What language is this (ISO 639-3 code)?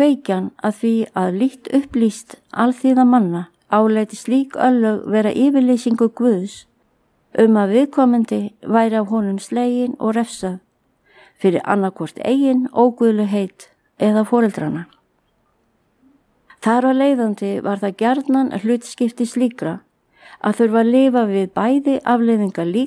isl